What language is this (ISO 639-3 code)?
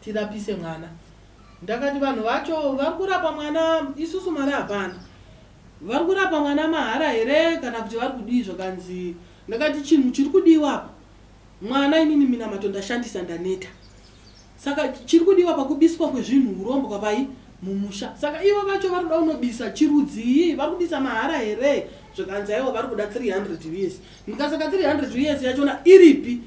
sna